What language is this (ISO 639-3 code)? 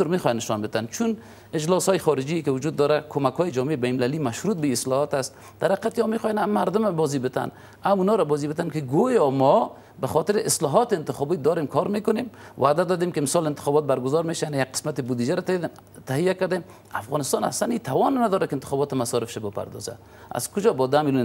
fas